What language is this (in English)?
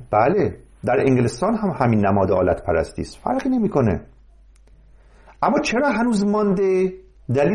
Persian